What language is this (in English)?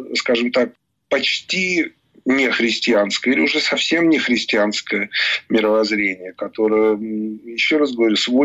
Russian